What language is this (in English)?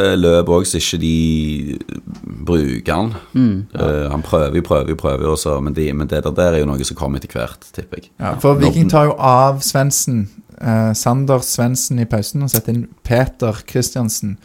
Norwegian